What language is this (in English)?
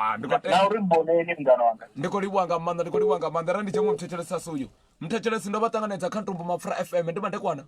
Venda